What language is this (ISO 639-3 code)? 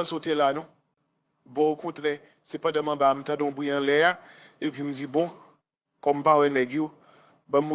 hat